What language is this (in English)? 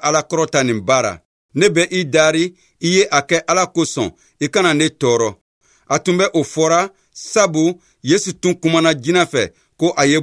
Bambara